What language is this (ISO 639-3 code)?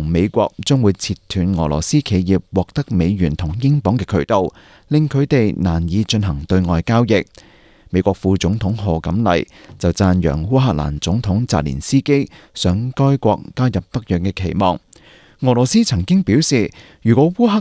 yue